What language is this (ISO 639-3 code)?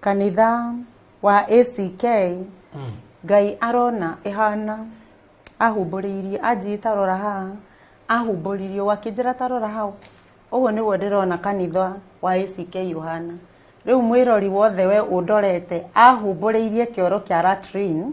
kik